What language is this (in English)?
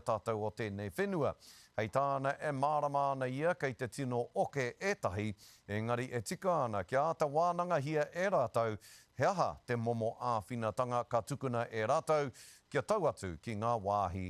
Māori